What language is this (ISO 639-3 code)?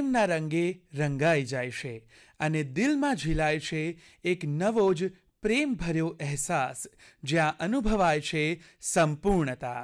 guj